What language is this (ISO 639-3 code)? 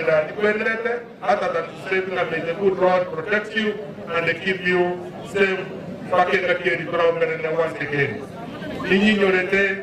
guz